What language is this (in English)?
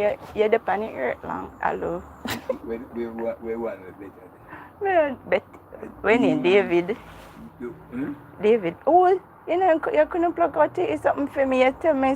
Jamaican Creole English